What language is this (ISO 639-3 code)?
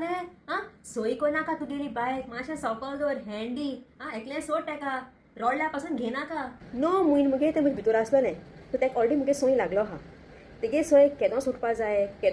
kok